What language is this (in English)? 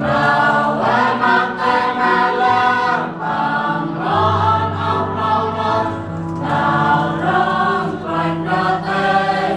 Central Mnong